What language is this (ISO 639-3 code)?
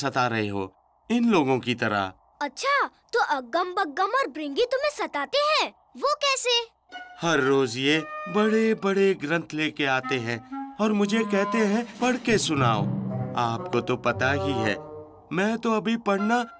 hin